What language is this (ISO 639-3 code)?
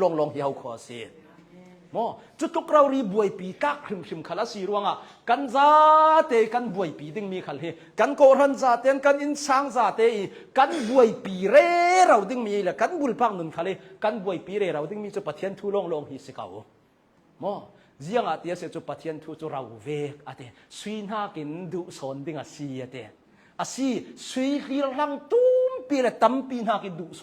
cnh